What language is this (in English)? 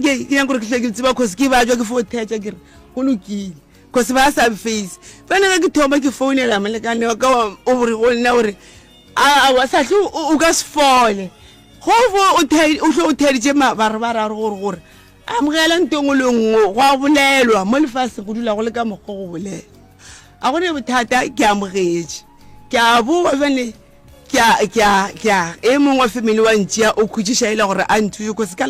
Northern Sotho